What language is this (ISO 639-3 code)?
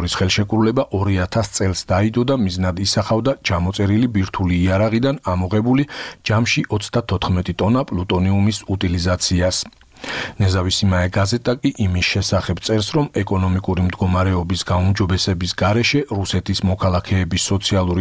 kat